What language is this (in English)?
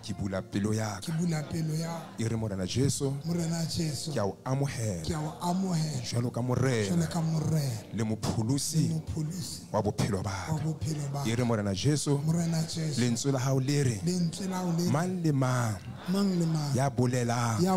Southern Sotho